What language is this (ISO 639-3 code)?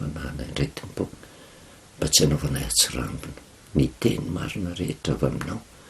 mlg